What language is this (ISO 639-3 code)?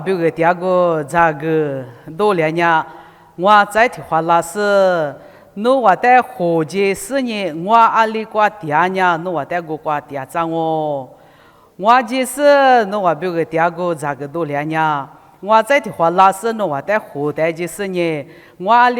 lis